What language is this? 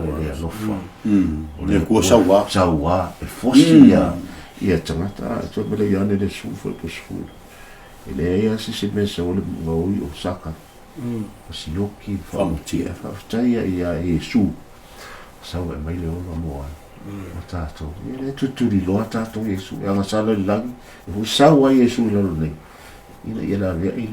Samoan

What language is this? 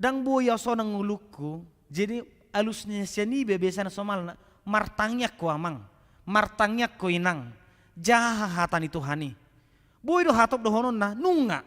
Batak Toba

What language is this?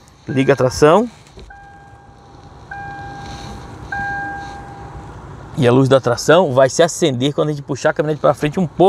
Portuguese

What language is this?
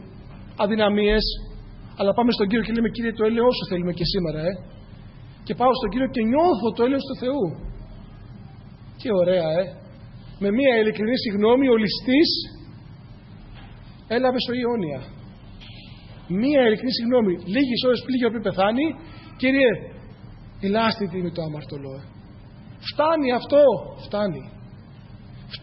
Greek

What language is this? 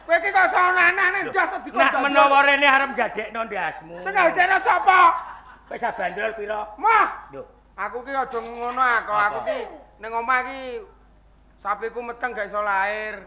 Javanese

